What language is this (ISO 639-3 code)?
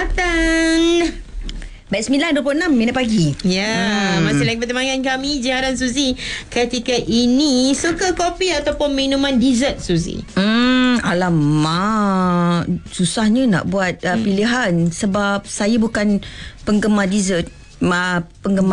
msa